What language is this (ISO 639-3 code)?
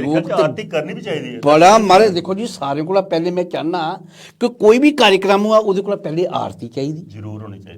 doi